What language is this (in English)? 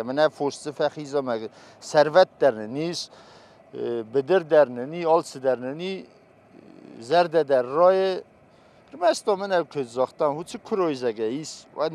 Ossetic